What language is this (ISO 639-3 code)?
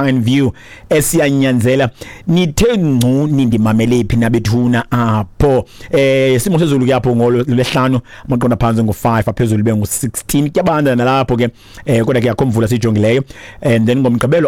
xho